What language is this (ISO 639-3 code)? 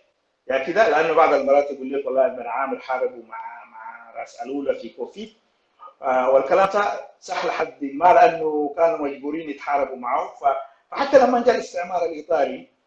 apd